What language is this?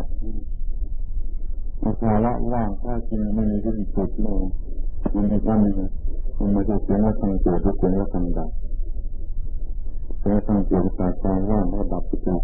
Thai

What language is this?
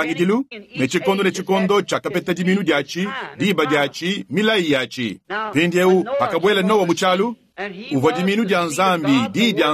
Luba-Lulua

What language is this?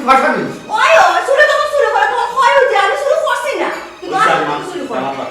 Sylheti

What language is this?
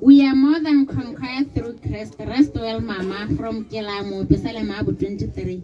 Tswana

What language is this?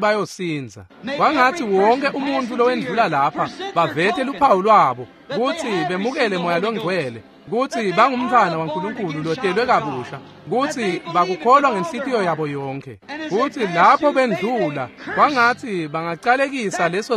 Swati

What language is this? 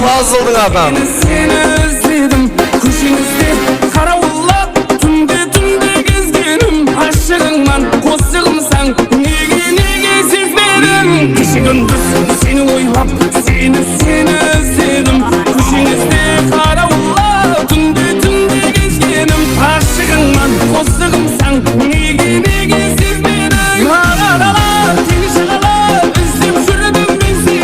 Kara-Kalpak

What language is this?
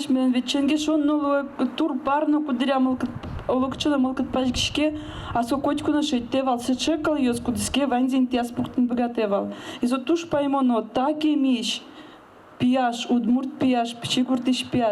Udmurt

